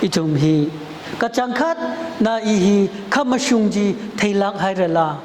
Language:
Tangkhul Naga (India)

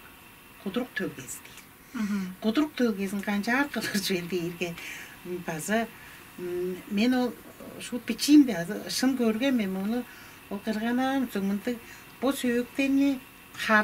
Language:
Tuvinian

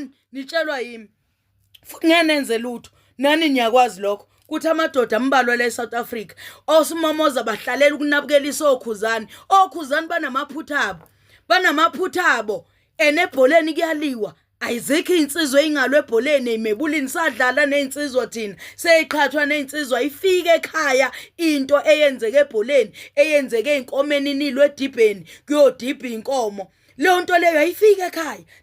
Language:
Zulu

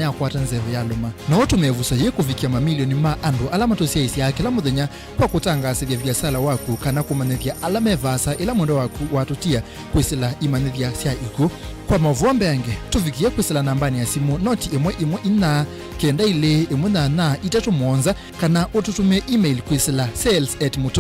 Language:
Kamba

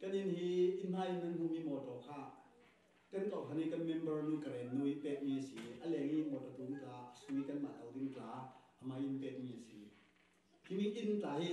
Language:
Falam Chin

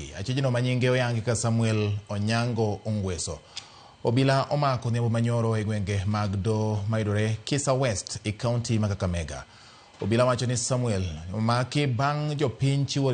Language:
Luo (Kenya and Tanzania)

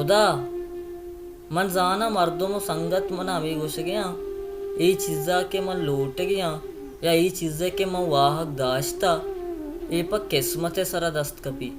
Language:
Baluchi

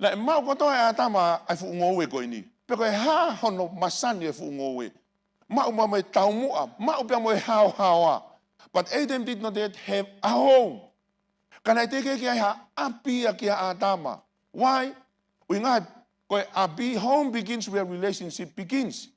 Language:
Tongan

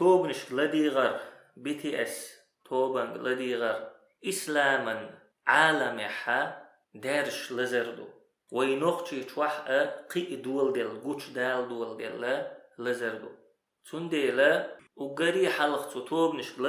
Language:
Chechen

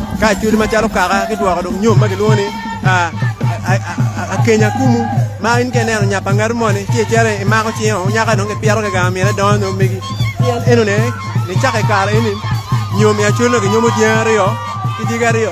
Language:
Acoli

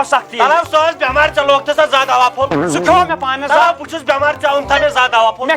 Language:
Kashmiri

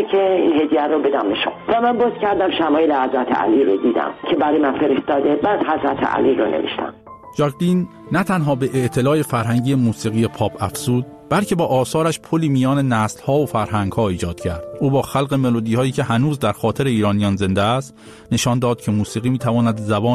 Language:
Persian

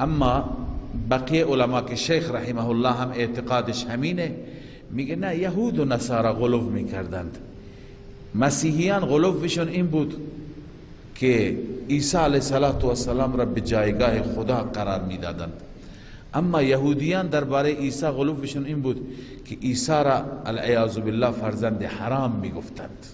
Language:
Persian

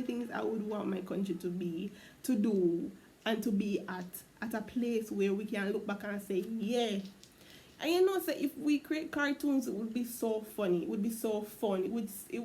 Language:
Jamaican Creole English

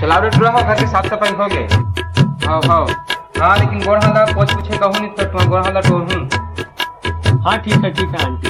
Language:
Chhattisgarhi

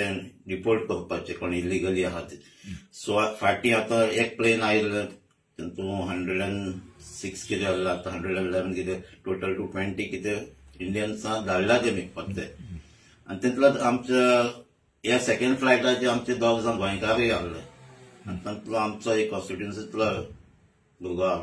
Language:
Konkani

